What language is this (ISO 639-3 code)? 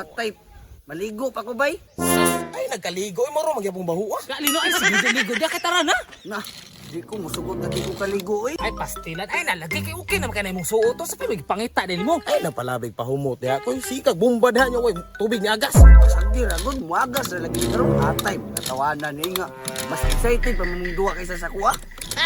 ceb